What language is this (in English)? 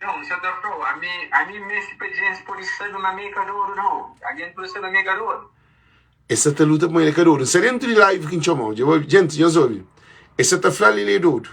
Kabuverdianu